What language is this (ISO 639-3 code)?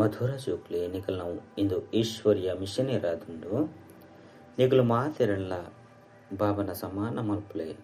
tcy